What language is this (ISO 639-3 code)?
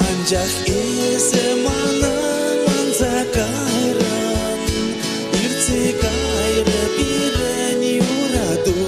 chv